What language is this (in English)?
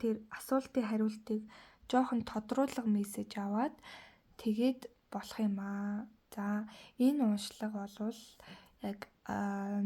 Mongolian